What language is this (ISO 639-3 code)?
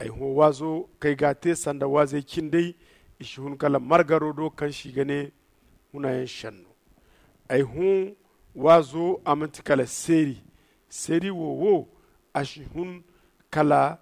dje